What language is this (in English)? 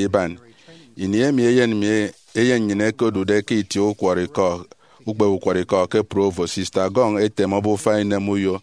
Efik